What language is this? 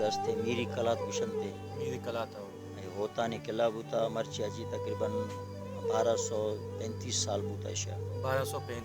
Baluchi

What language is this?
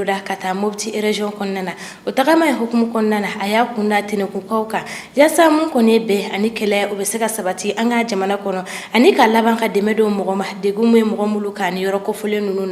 Bambara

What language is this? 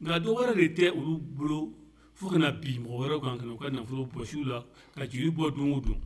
Bambara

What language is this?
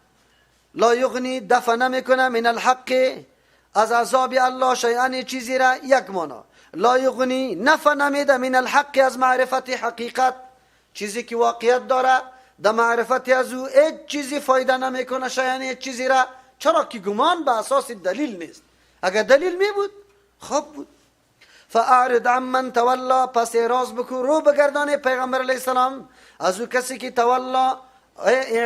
Persian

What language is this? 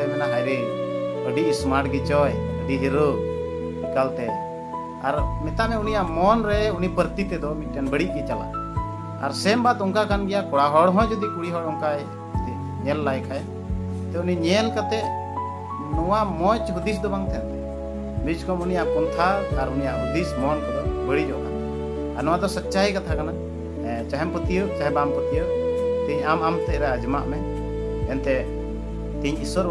Santali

